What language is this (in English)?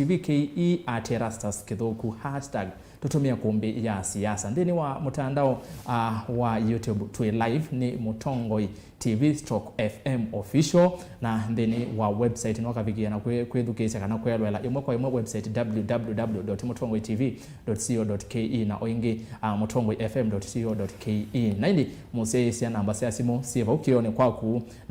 Kamba